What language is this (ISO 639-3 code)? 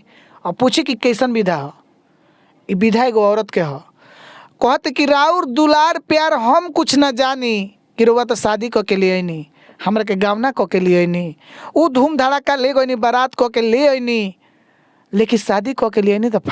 bho